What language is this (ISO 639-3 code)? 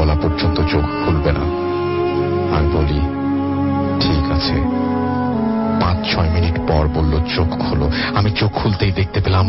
ben